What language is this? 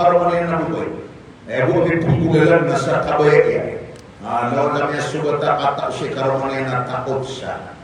Maranao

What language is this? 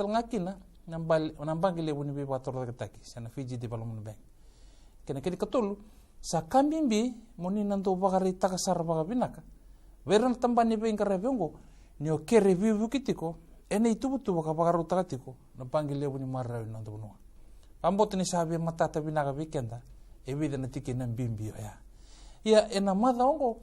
Fijian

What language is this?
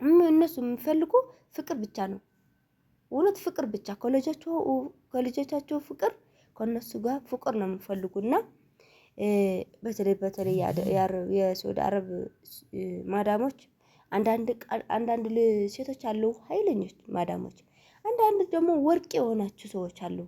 Amharic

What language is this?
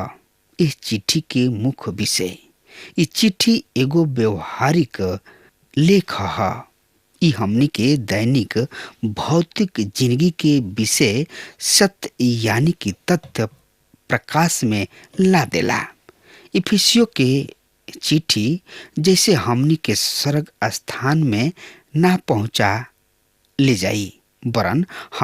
Bhojpuri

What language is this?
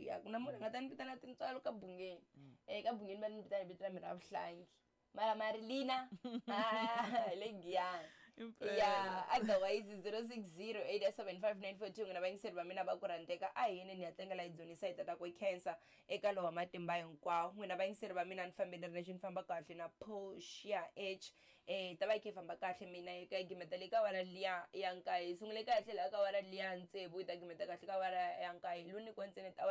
Tsonga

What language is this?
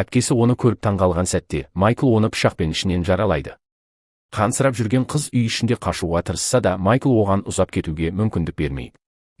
Kazakh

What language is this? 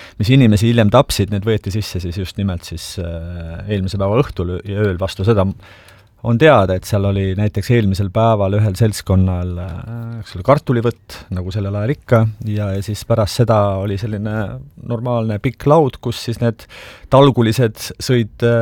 Estonian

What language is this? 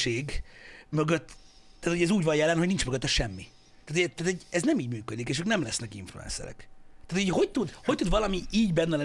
Hungarian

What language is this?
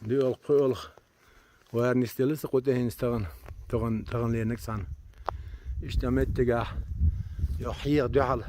Chechen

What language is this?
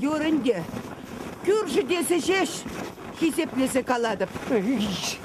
Chuvash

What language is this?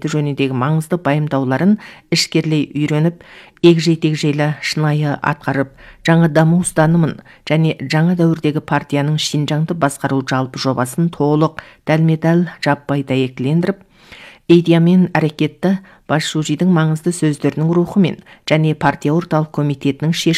Kazakh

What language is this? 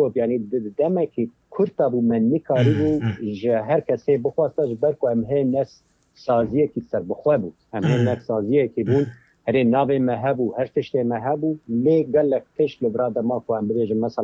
Kurdish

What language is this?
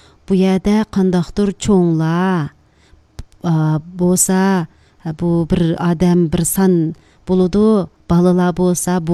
Uyghur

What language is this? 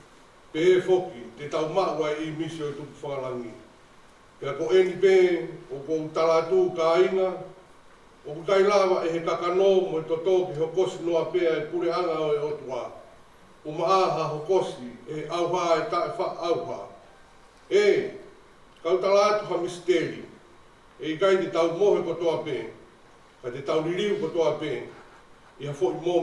Tongan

